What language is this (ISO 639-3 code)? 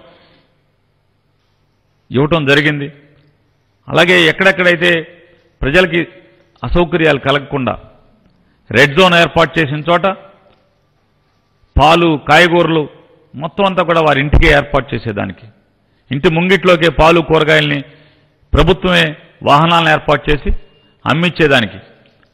tel